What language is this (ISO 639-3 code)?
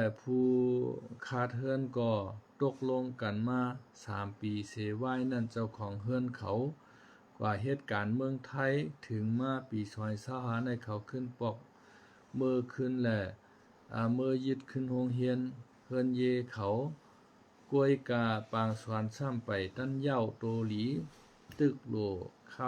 shn